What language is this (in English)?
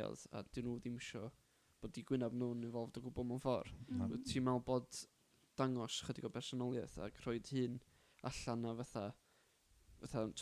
Welsh